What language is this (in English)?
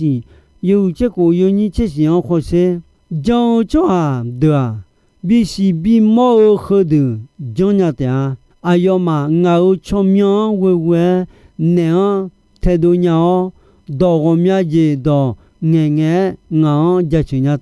Akha